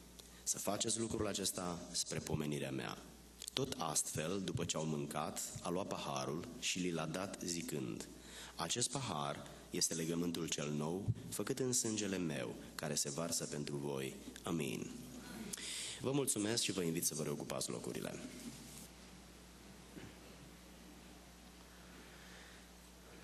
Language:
Romanian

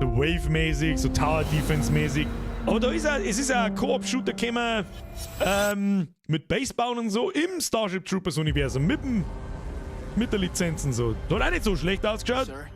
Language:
Bavarian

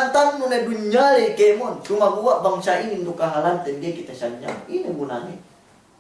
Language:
Yakan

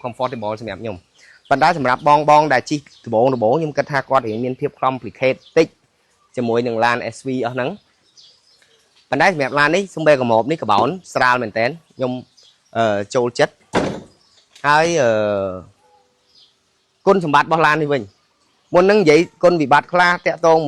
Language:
Khmer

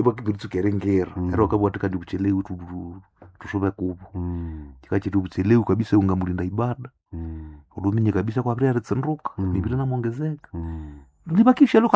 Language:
Swahili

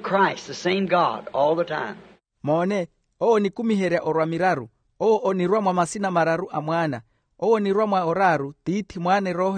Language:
Makhuwa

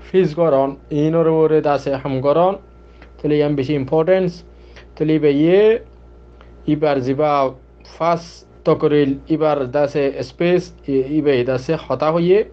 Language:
Rohingya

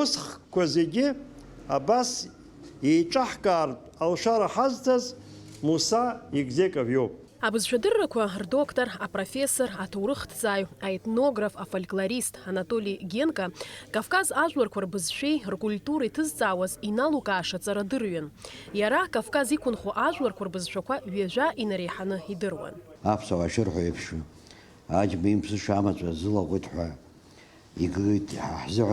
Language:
Abkhazian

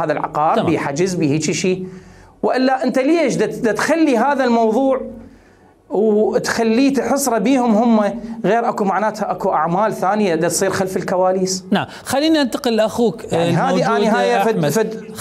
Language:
Mesopotamian Arabic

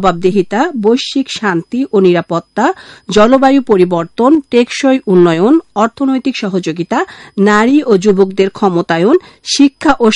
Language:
Bangla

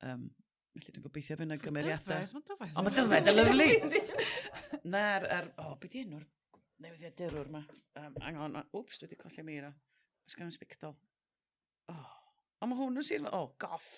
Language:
Welsh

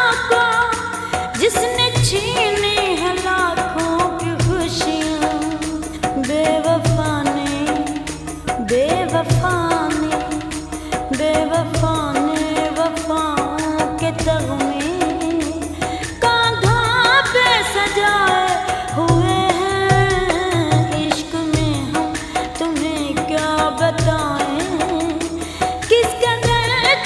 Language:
Hindi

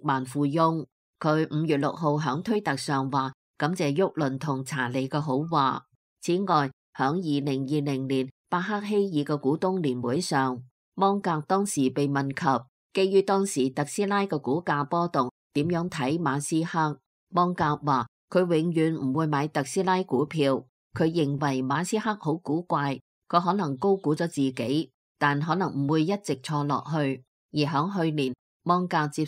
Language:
Cantonese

